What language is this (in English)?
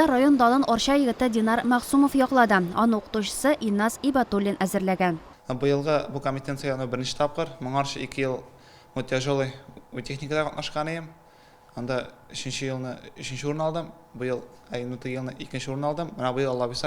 Tatar